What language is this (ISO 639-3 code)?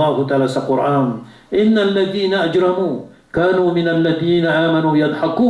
mrw